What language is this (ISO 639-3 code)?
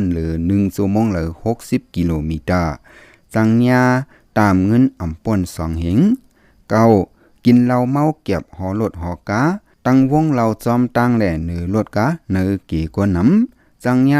shn